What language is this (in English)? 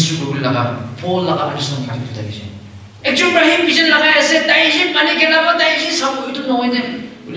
Naga Pidgin